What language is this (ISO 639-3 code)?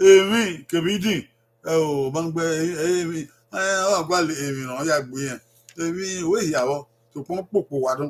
bin